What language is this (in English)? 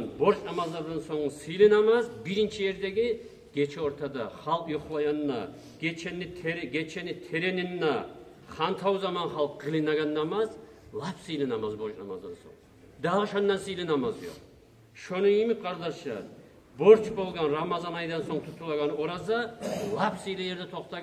Kumyk